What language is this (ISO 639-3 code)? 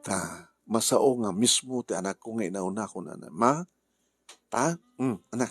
ilo